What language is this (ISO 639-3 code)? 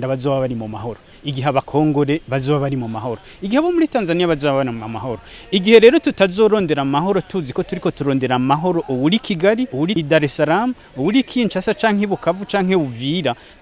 run